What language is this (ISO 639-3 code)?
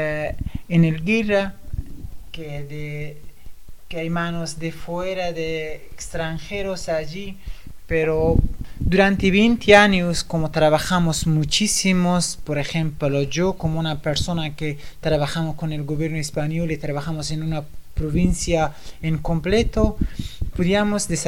spa